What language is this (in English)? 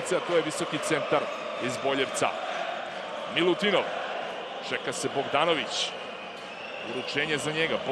Serbian